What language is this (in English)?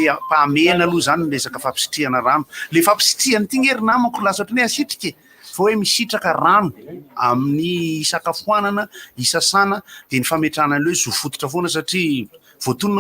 Malagasy